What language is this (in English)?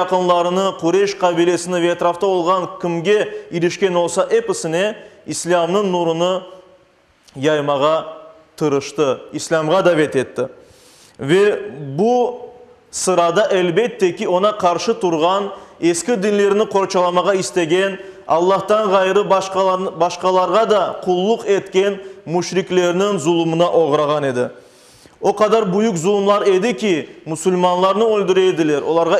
Crimean Tatar